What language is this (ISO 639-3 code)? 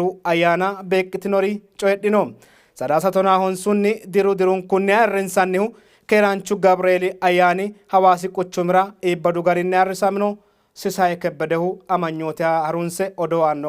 sid